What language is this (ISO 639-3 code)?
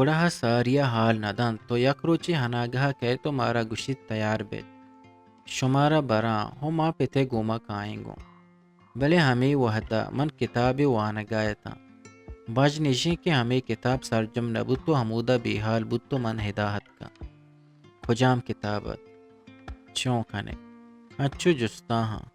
bgp